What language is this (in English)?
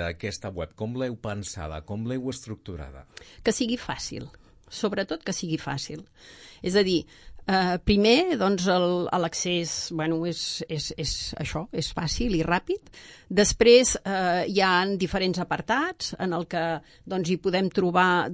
Catalan